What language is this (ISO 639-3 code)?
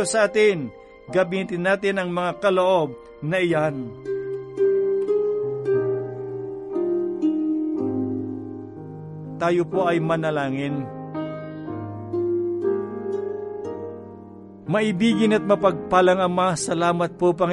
fil